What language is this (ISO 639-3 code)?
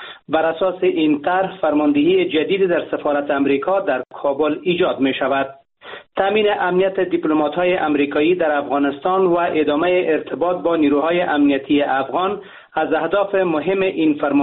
fas